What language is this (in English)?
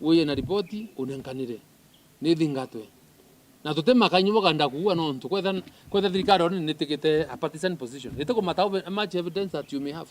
Meru